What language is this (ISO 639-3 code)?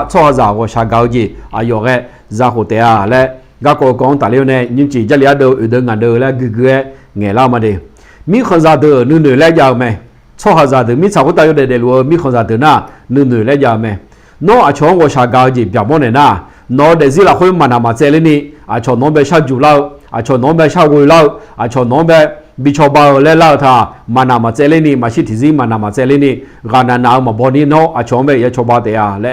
ahk